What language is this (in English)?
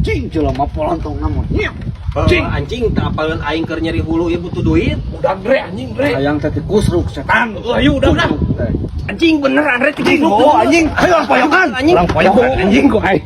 Sundanese